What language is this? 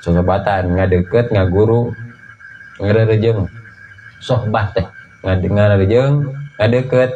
Sundanese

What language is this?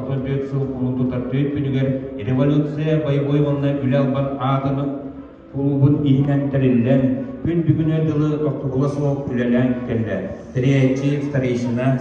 Yakut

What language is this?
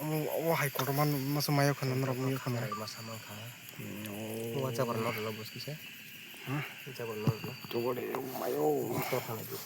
Kok Borok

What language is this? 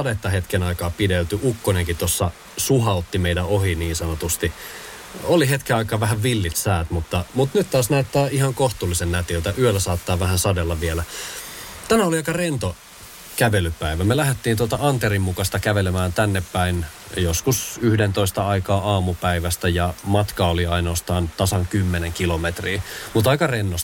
Finnish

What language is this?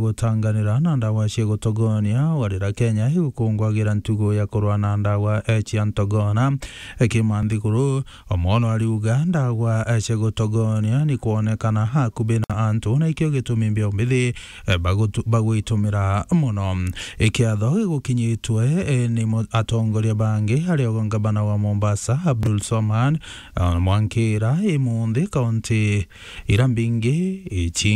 Meru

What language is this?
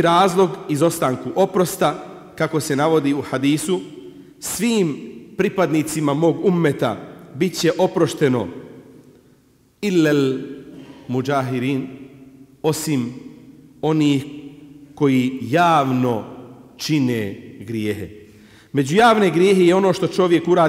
Bosnian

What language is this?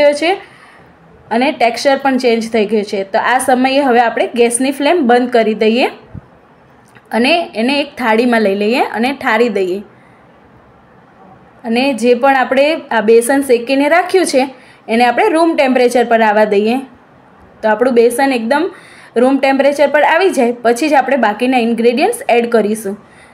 Gujarati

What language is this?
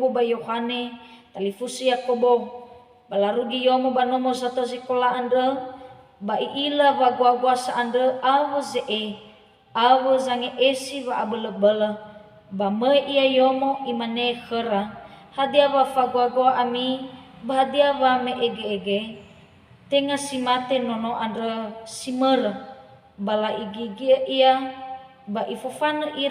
Nias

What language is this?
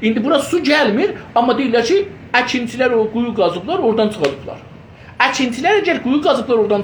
South Azerbaijani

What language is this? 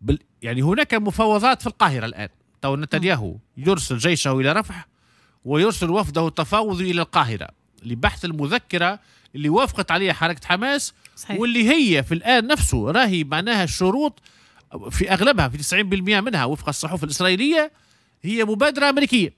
Tunisian Arabic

